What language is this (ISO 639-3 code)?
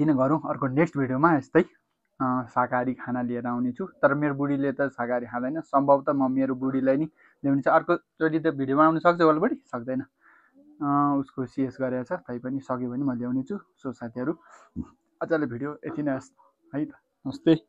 nep